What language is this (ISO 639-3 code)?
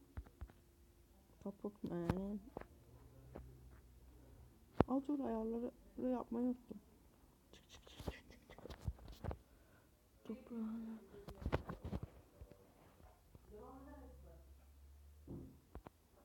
tur